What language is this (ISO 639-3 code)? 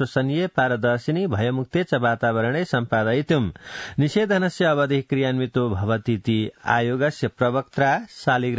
san